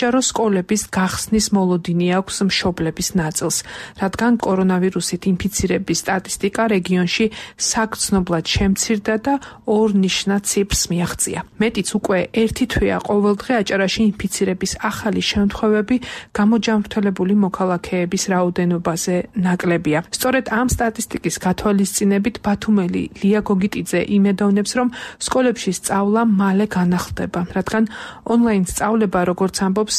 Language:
Georgian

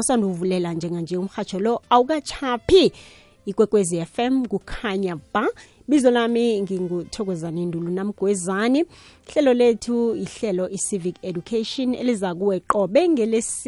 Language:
South Ndebele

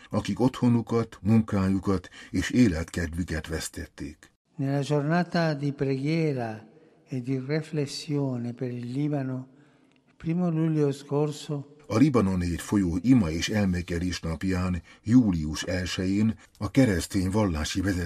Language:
Hungarian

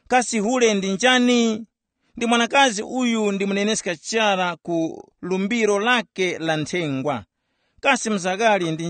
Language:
Tumbuka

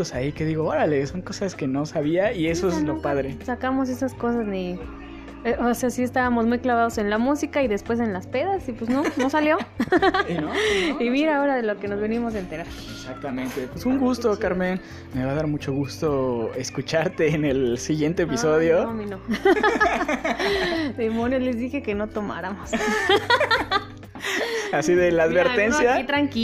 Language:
Spanish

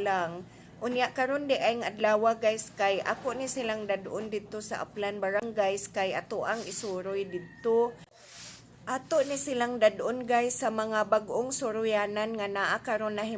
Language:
Cebuano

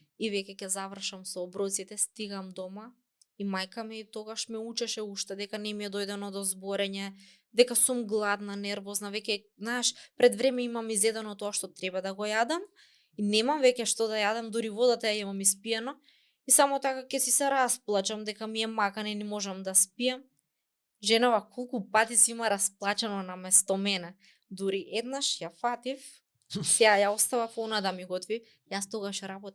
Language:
Macedonian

